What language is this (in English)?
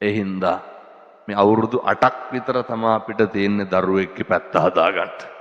Sinhala